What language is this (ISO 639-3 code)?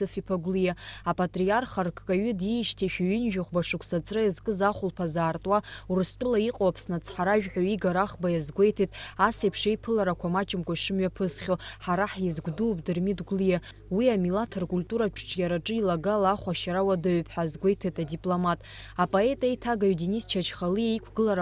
abk